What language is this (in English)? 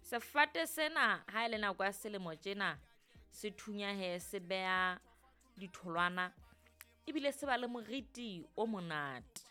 Southern Sotho